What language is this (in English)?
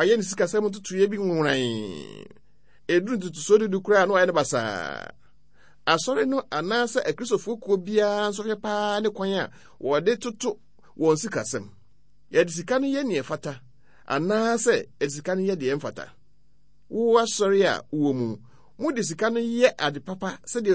Akan